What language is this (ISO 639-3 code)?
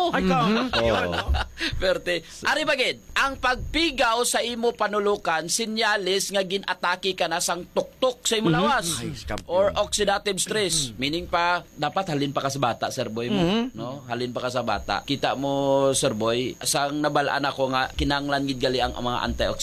hil